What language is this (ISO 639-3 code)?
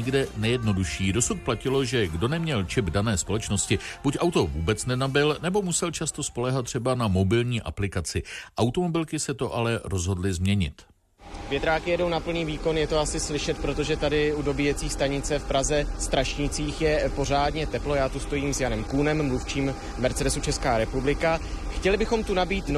ces